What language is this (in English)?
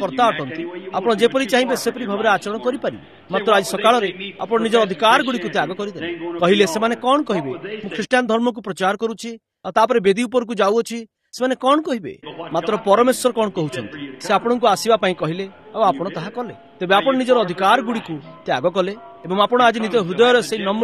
Odia